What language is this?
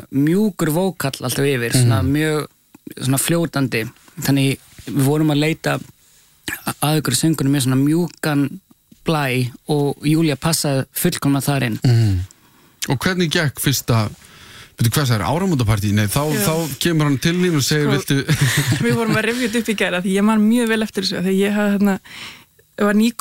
Icelandic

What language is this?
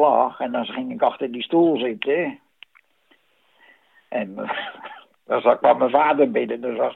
Dutch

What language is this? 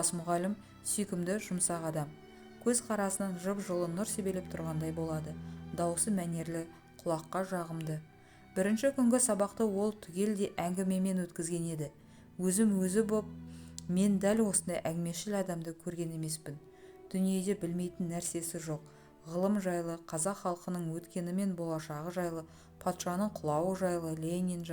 Kazakh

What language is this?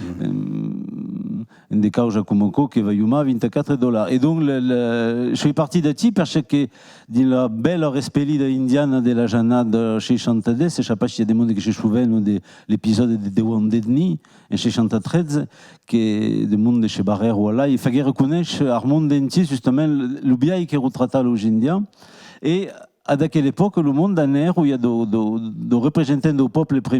Occitan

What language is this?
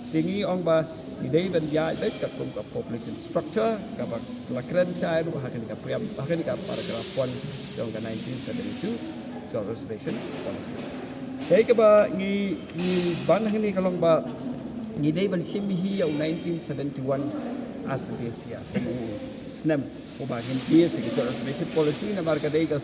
Khasi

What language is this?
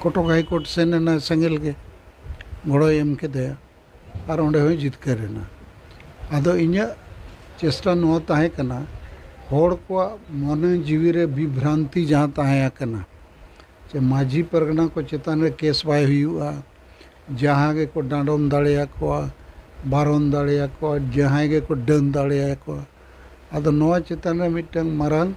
Santali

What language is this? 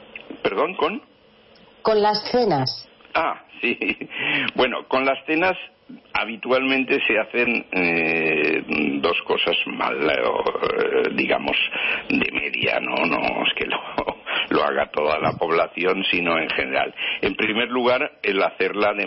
Spanish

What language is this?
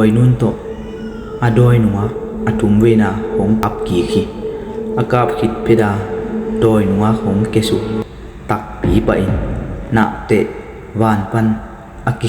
Tedim Chin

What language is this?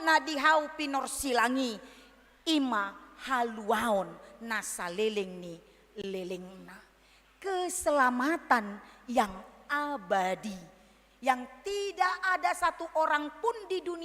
Batak Toba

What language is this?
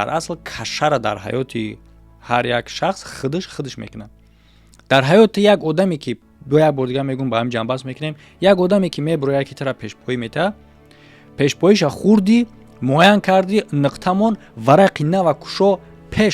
Tajik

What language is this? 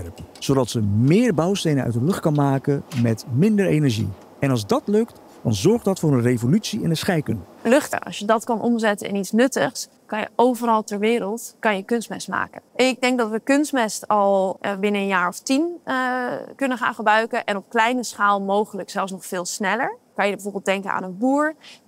Dutch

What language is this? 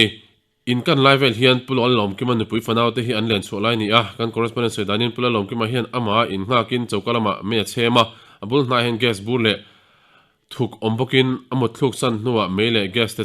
Mizo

